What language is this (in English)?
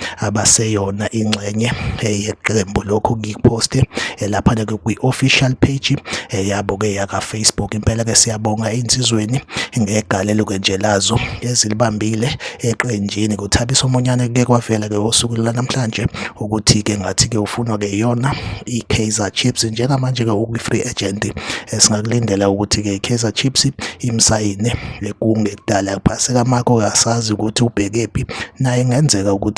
Zulu